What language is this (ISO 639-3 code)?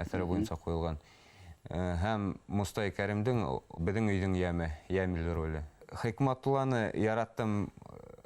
bak